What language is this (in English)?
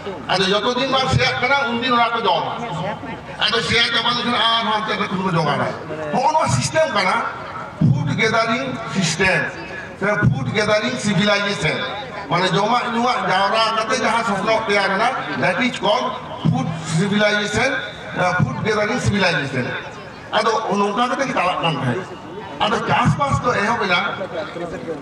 Santali